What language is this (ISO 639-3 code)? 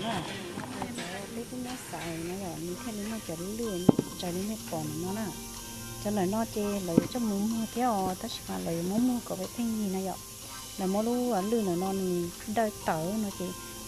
hmn